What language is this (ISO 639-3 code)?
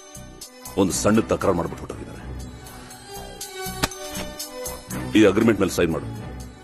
kan